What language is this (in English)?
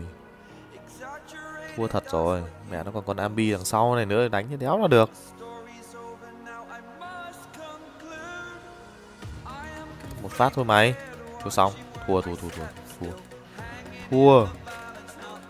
Vietnamese